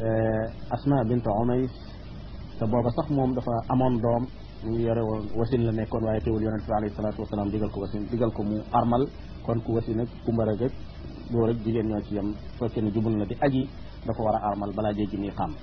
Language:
Wolof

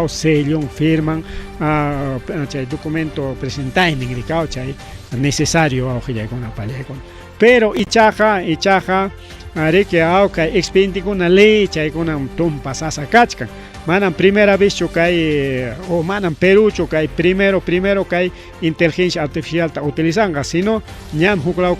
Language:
Ayacucho Quechua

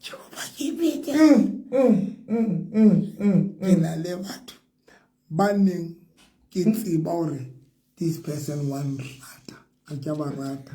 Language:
Southern Sotho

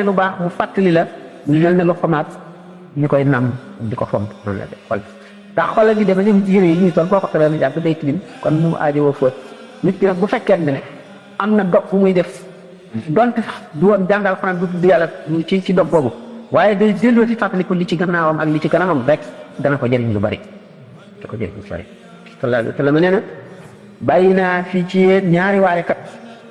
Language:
Wolof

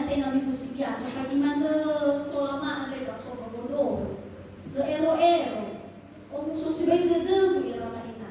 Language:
Nias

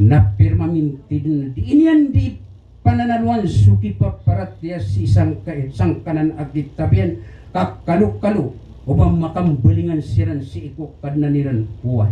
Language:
Maranao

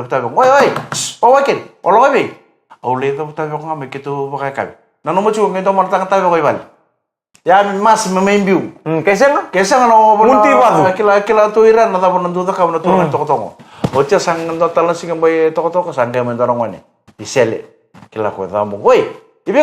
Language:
Fijian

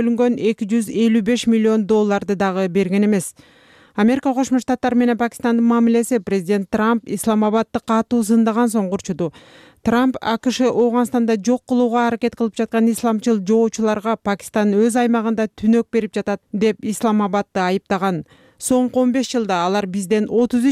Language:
Kyrgyz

